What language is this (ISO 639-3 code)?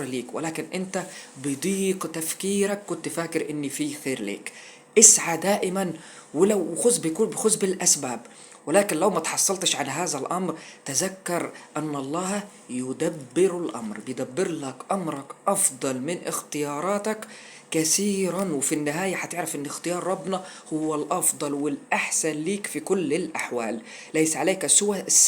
arz